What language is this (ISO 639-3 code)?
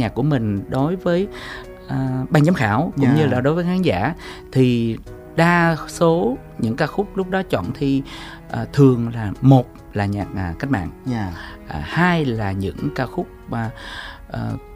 vie